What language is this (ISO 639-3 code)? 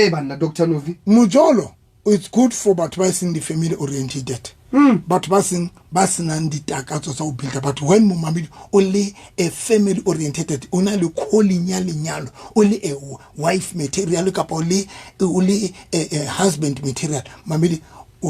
sot